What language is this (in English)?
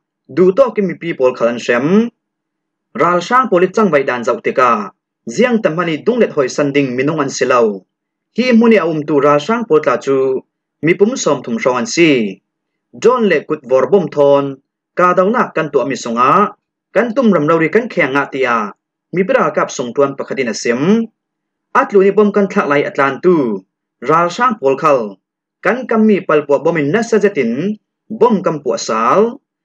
Hakha Chin